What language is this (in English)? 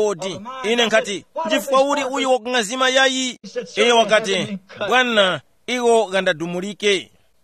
Tumbuka